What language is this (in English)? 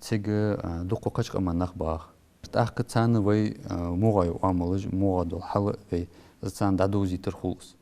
Ingush